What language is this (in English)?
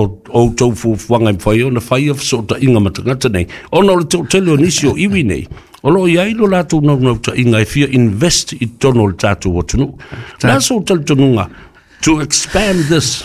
Samoan